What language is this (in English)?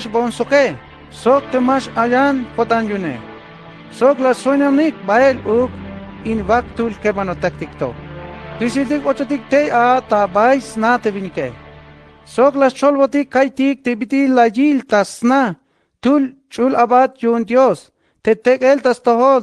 Tzeltal